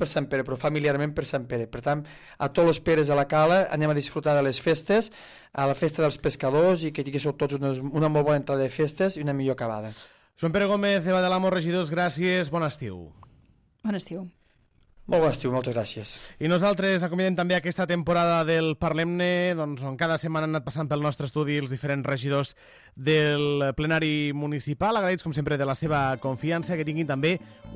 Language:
Catalan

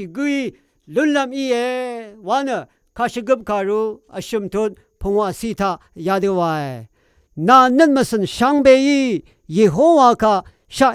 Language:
Rawang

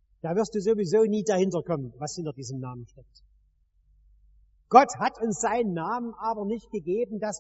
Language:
German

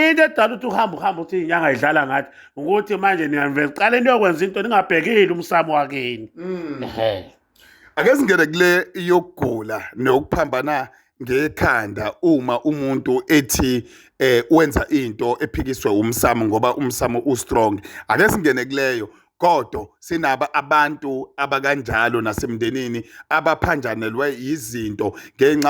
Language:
Zulu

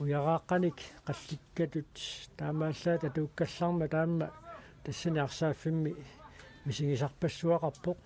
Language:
Kalaallisut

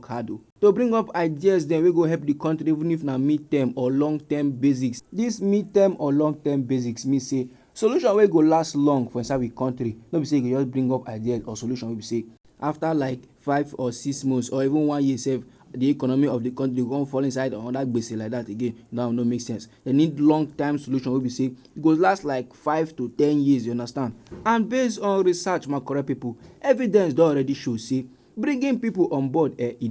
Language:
Nigerian Pidgin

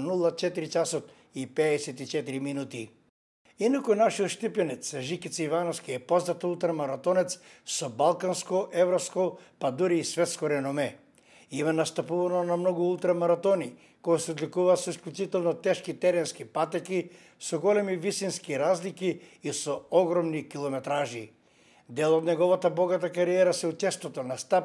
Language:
Macedonian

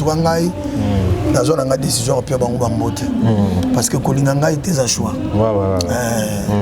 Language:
Lingala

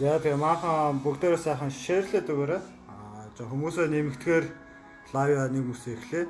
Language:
Mongolian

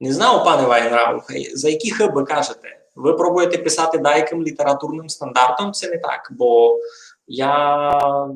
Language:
Rusyn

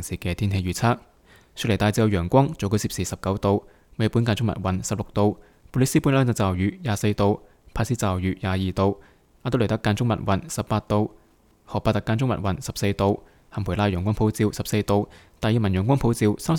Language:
Cantonese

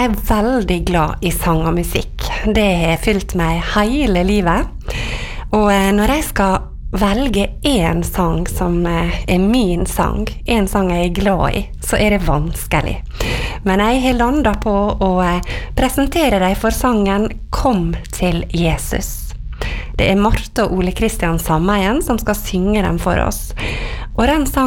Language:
Norwegian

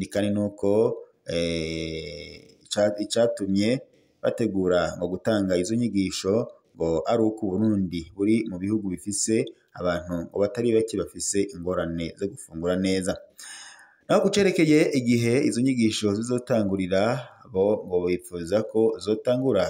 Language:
Rundi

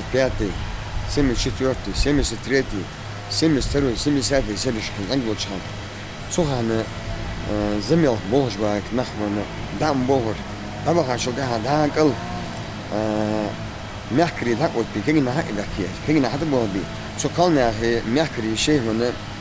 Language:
Ingush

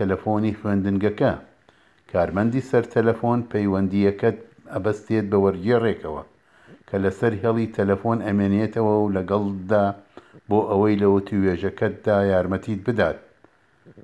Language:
Central Kurdish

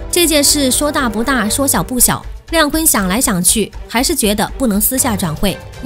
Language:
Chinese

